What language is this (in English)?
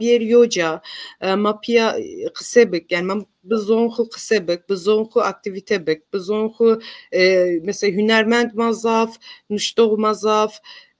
Zaza